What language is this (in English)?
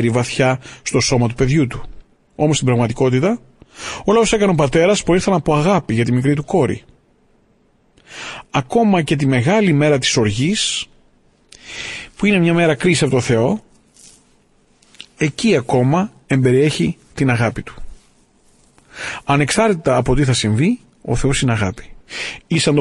Greek